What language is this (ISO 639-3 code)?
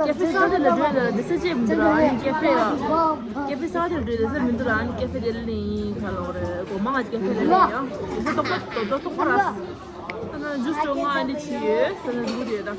bod